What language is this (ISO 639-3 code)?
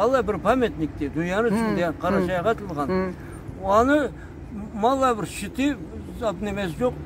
krc